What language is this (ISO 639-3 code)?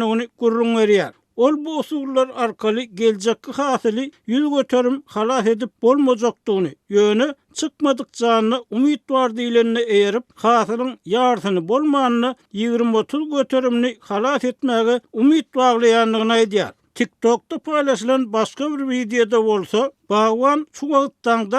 tuk